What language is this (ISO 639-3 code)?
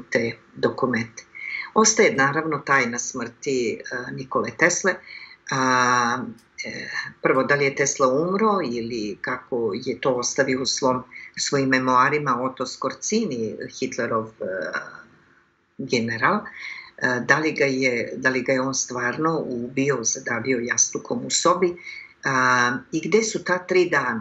srp